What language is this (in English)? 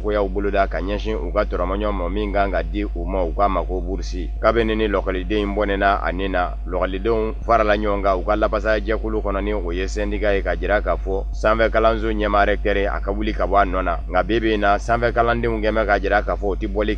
Bambara